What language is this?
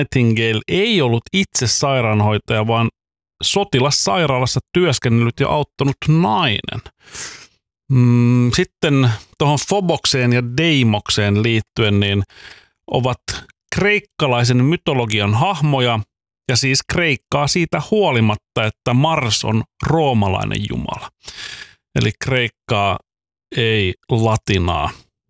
Finnish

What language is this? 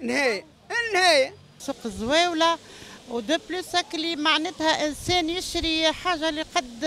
Tunisian Arabic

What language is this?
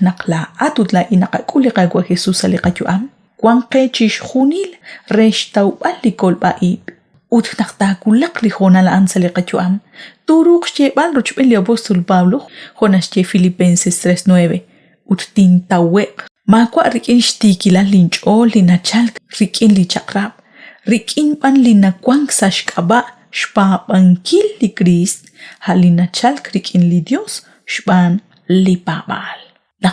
Kekchí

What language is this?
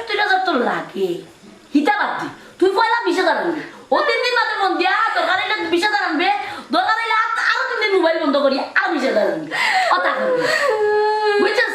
Sylheti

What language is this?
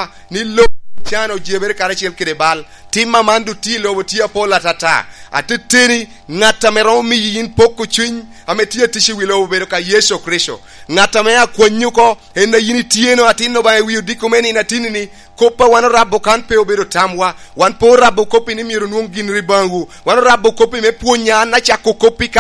Lango (Uganda)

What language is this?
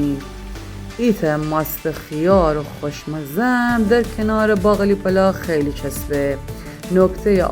Gilaki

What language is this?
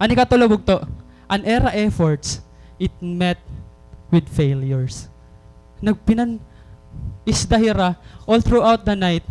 Waray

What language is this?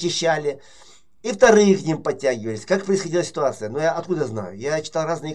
Russian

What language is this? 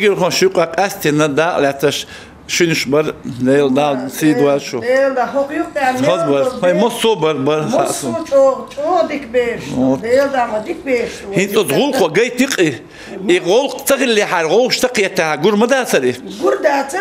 Chechen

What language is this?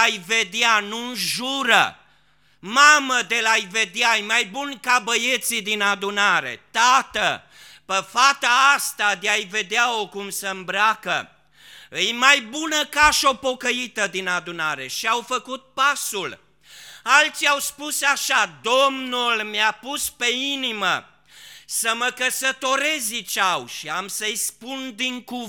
Romanian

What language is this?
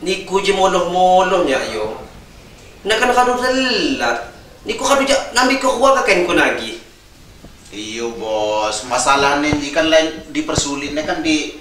Lampung Api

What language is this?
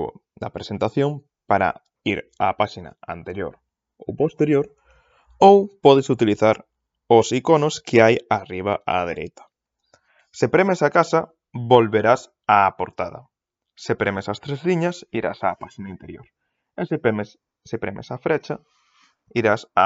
Galician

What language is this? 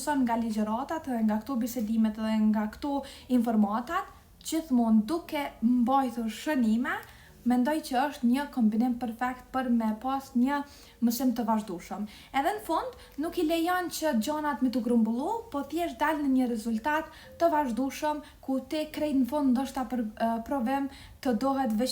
Albanian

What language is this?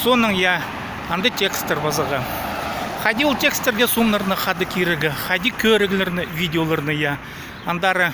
Khakas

